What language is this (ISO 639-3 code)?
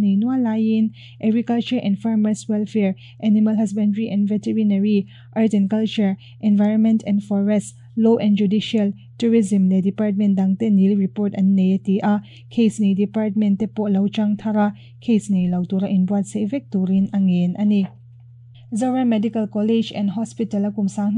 lus